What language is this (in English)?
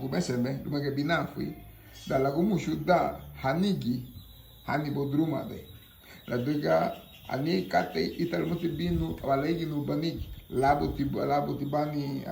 Garifuna